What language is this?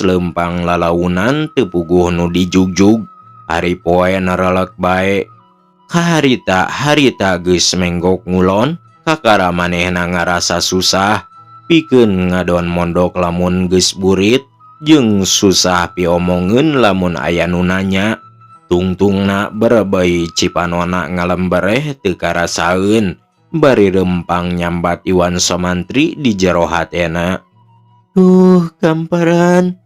Sundanese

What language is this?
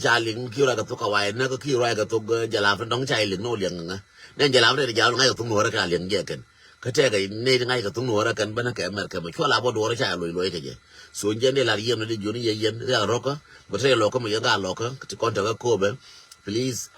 Nuer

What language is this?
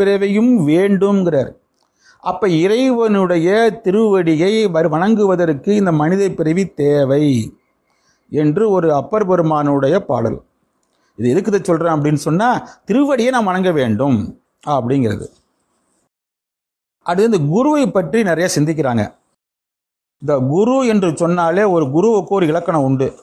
Tamil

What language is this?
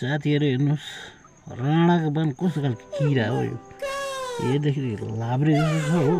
Nepali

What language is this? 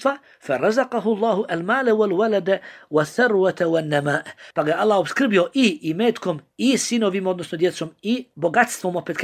Bosnian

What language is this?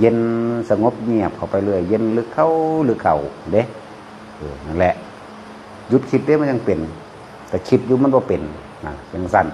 Northeastern Thai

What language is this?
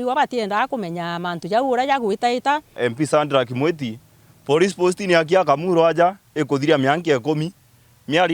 Meru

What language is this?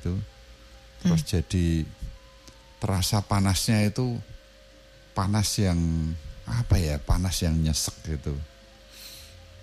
Indonesian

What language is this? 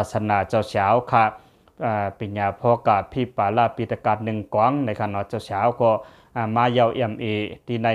Lao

